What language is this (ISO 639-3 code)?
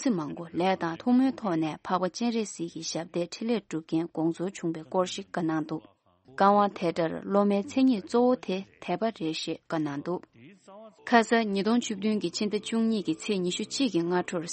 bod